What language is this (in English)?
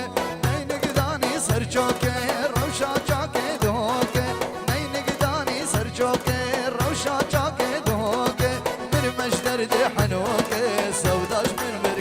Kurdish